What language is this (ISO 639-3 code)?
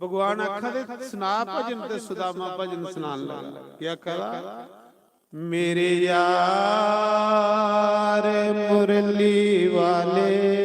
doi